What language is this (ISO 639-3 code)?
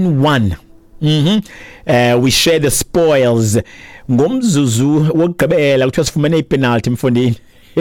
xho